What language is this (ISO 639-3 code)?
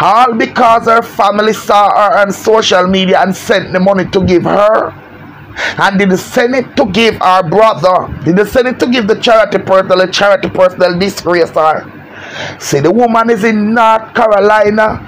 jam